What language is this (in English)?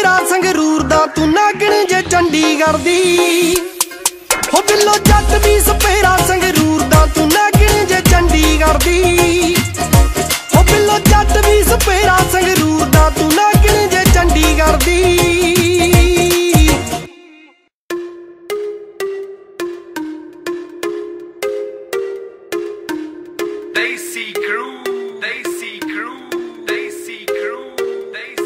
Punjabi